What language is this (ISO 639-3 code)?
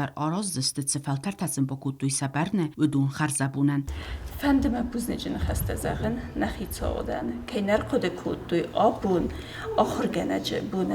oss